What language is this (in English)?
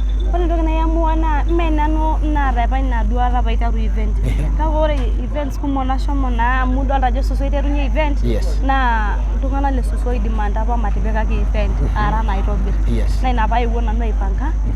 Masai